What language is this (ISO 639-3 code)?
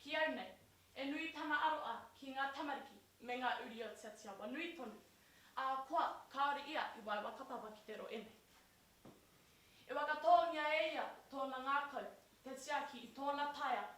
mri